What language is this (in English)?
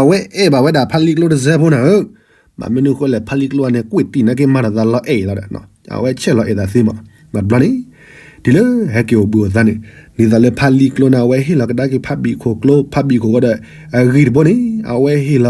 S'gaw Karen